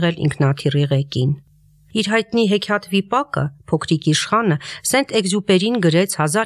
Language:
Armenian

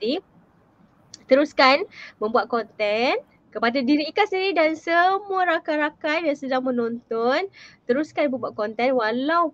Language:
Malay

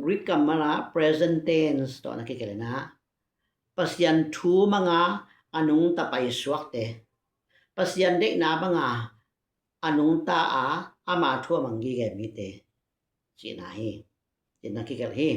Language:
Tedim Chin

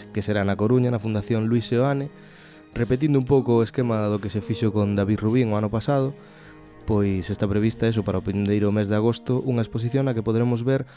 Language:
Galician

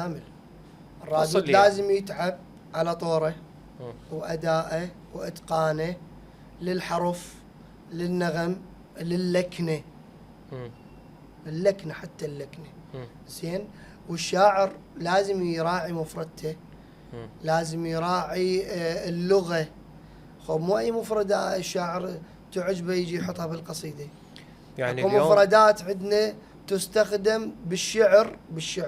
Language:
Mesopotamian Arabic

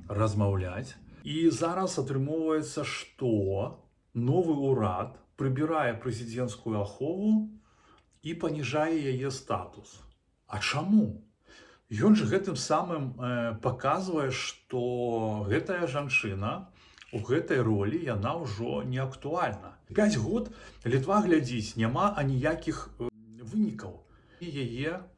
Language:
Belarusian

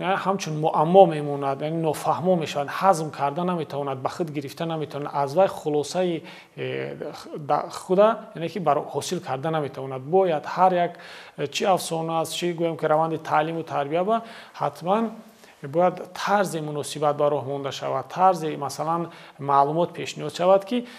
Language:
Tajik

